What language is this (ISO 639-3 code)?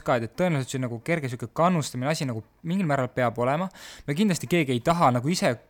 est